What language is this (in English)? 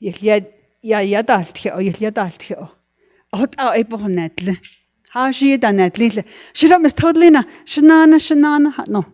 Navajo